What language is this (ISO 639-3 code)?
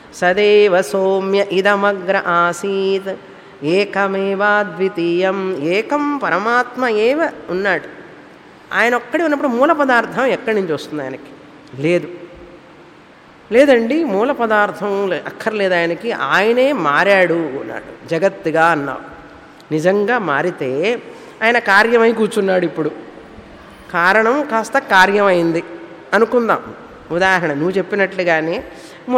tel